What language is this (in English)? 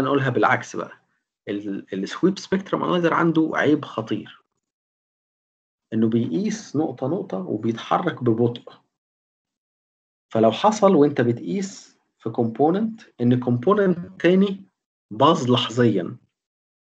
Egyptian Arabic